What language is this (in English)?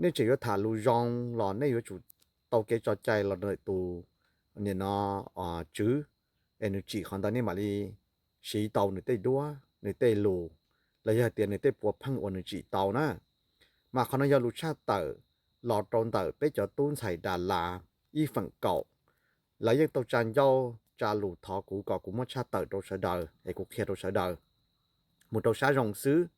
Hmong